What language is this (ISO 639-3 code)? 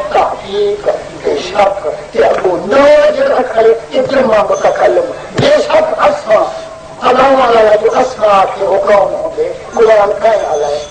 skr